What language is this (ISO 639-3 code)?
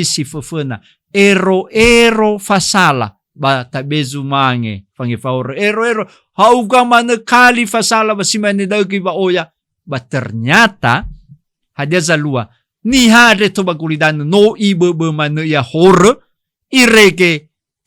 nia